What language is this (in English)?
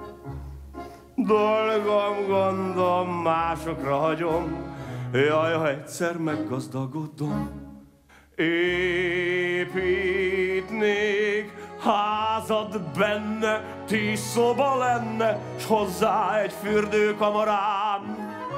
Hungarian